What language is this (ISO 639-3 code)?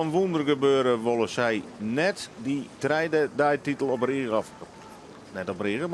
fry